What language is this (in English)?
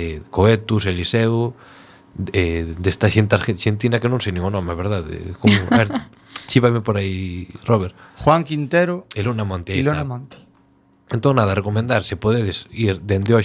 Galician